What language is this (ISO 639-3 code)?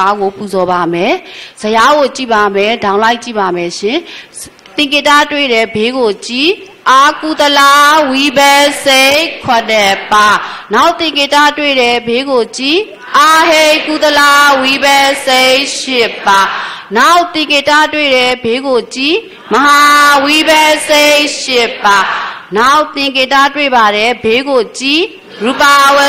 mya